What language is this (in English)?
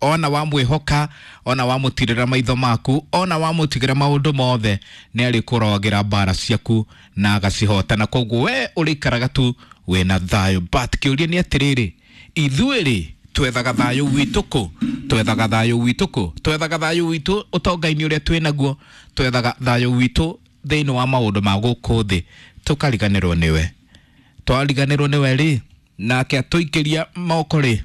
Kikuyu